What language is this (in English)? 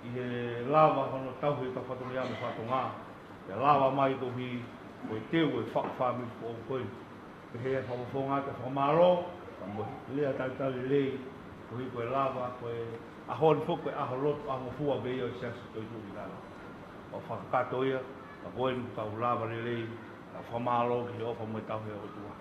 Tongan